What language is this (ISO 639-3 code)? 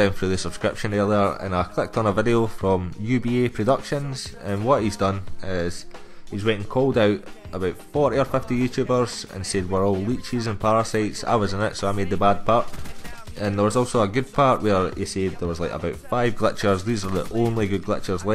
eng